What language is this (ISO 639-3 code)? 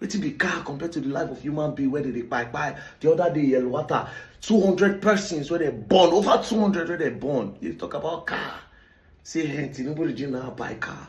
pcm